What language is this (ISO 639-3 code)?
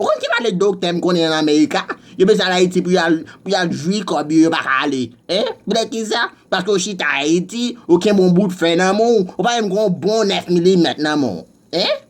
hat